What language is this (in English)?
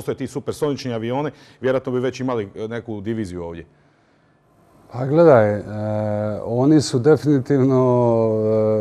Croatian